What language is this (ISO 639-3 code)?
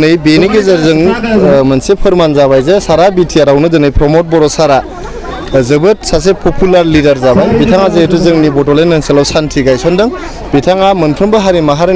brx